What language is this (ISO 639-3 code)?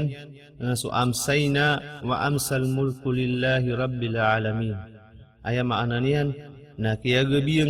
mrw